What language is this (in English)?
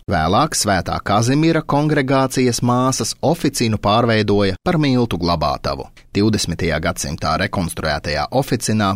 Latvian